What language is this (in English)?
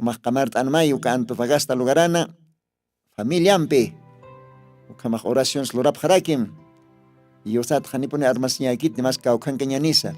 Aymara